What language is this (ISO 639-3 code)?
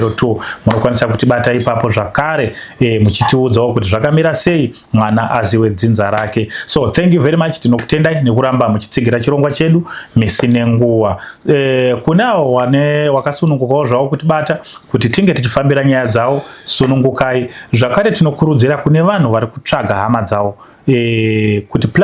sna